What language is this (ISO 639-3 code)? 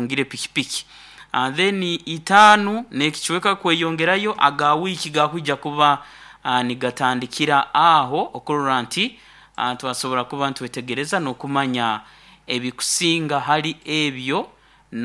nyn